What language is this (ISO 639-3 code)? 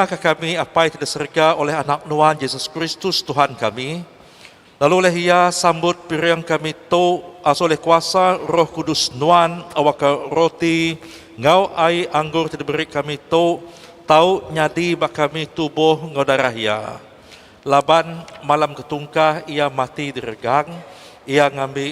iba